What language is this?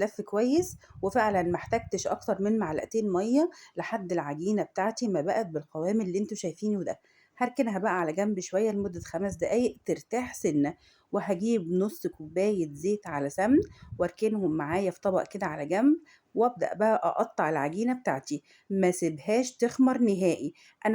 Egyptian Arabic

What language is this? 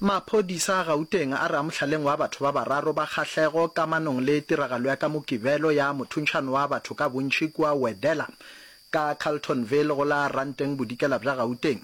Northern Sotho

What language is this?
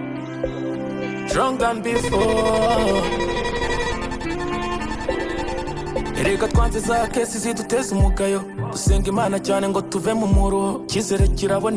Kinyarwanda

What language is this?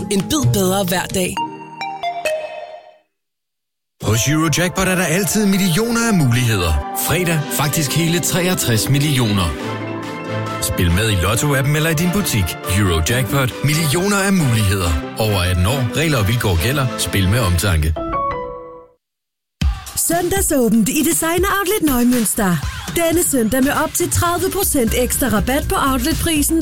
Danish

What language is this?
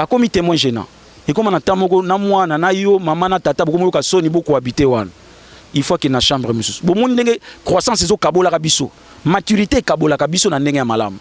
Lingala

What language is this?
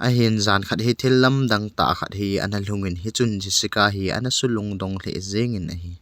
Thado Chin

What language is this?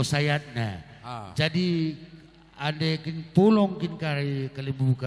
Batak Karo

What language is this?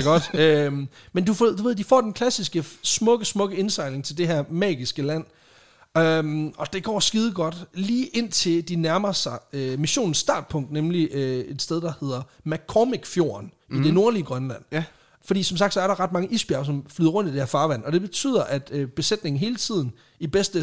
Danish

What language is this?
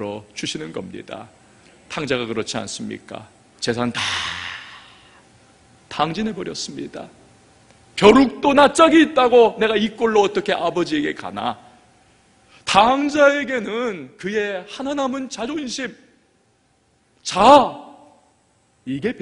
Korean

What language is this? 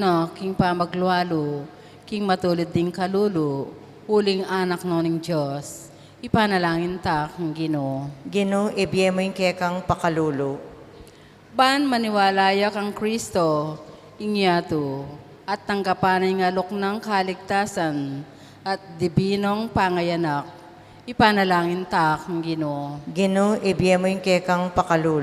Pampanga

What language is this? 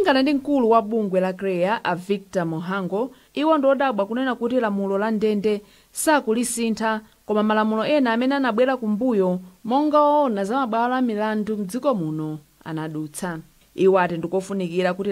Nyanja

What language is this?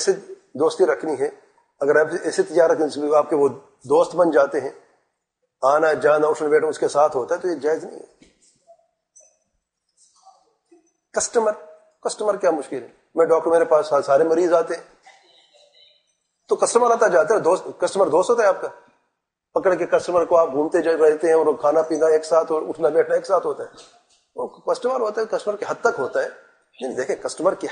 Urdu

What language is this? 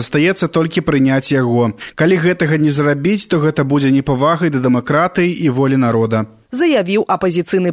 Belarusian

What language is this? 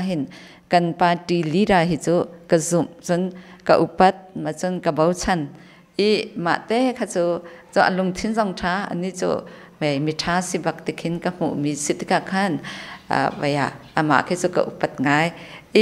Hakha Chin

